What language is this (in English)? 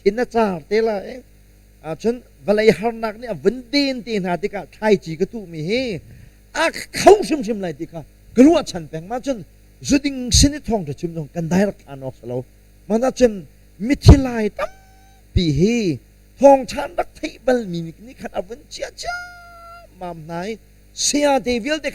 Hakha Chin